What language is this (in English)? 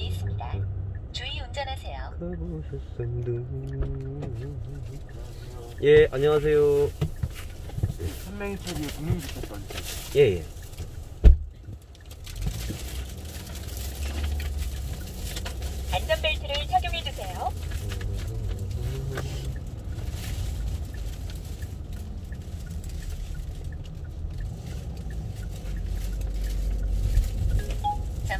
Korean